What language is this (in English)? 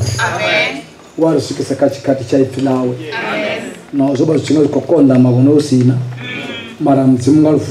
Venda